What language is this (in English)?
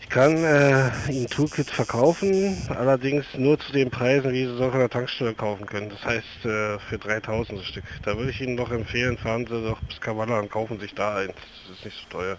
Swiss German